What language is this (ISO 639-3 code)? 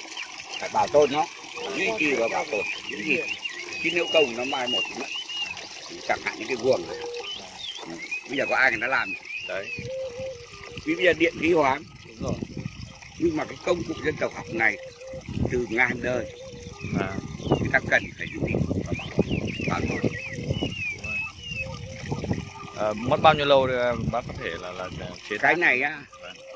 vie